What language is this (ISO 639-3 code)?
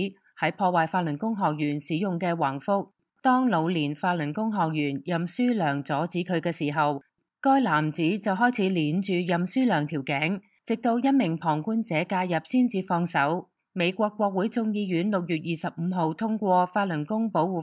yue